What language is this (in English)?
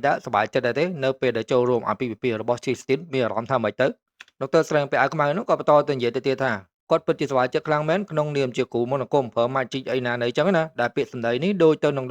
Khmer